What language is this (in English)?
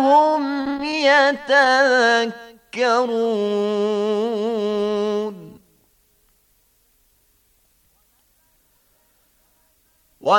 Bosnian